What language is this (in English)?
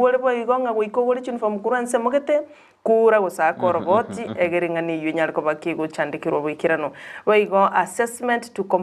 Gusii